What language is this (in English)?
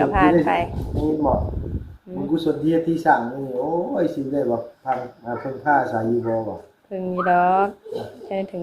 Northeastern Thai